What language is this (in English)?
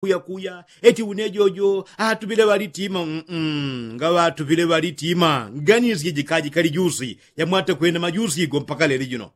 Yao